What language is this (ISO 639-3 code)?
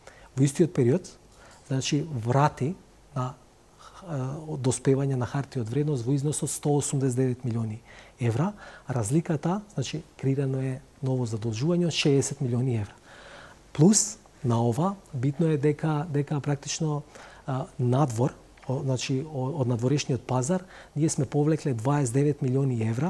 mkd